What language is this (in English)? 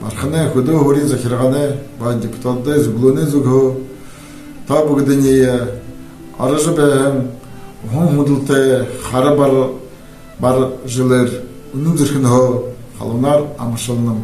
Buriat